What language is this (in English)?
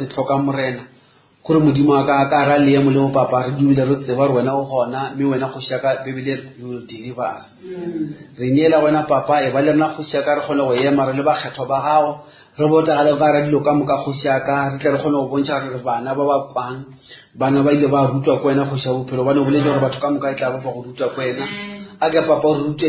Northern Sotho